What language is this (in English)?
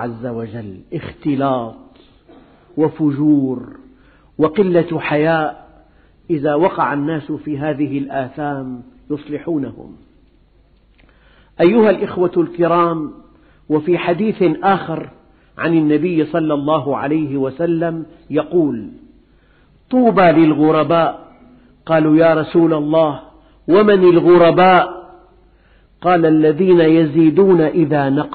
Arabic